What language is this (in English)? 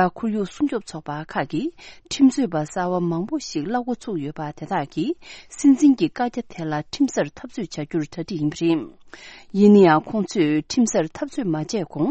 Tibetan